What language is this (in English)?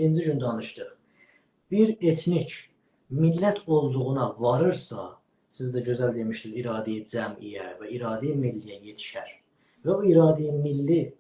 South Azerbaijani